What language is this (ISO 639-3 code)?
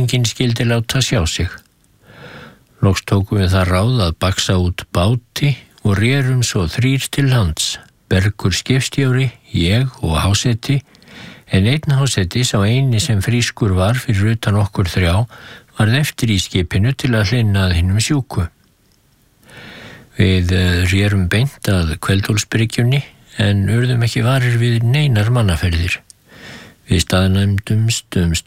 isl